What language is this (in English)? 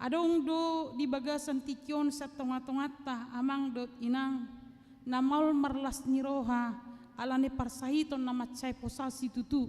Batak Toba